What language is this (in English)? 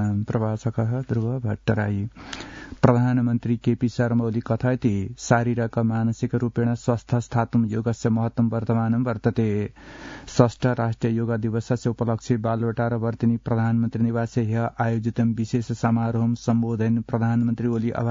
Sanskrit